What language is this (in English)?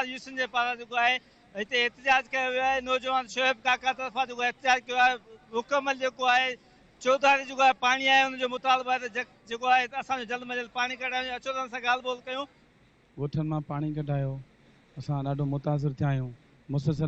Sindhi